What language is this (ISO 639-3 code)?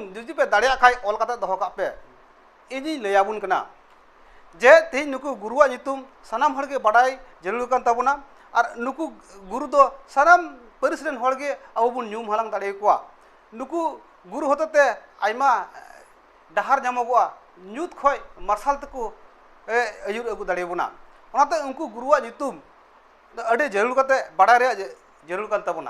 sat